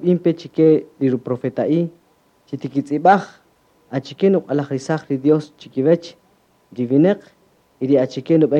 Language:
Kaqchikel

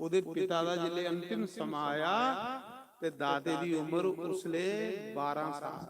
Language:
Dogri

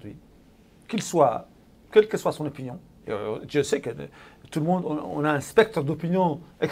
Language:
French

